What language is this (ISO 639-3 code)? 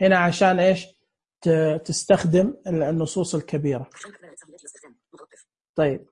ars